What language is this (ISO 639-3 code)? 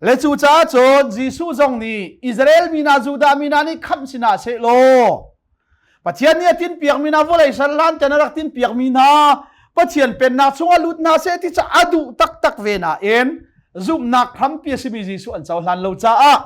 cnh